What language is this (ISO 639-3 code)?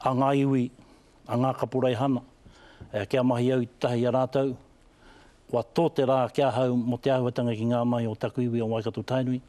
mri